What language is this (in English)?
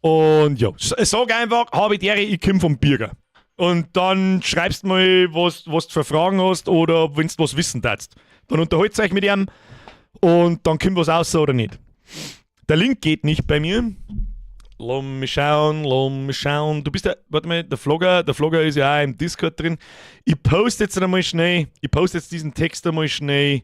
Bavarian